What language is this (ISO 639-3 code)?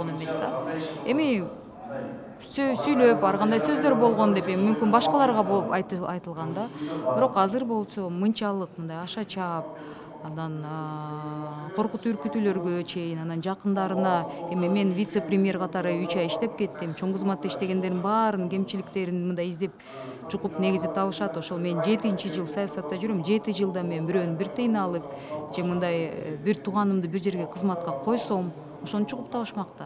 kir